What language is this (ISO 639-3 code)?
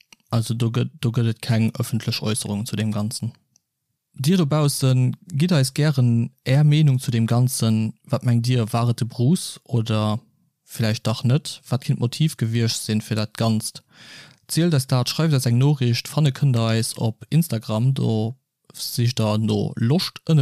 ltz